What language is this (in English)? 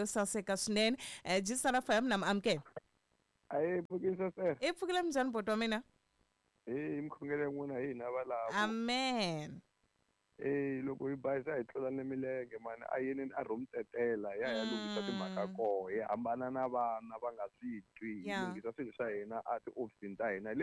Tsonga